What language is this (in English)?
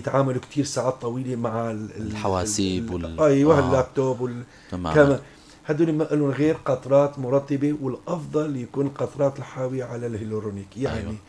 North Levantine Arabic